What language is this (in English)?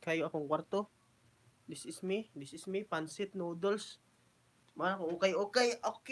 Cebuano